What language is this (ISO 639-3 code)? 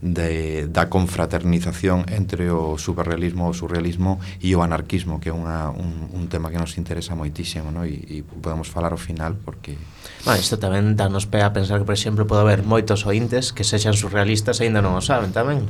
glg